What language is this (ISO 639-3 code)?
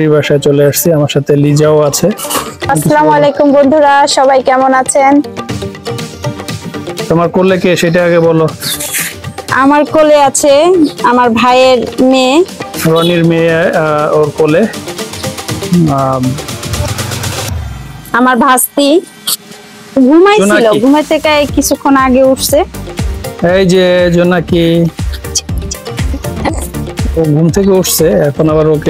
ben